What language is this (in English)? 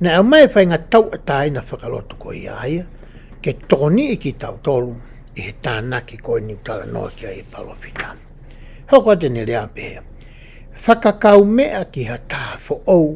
Tongan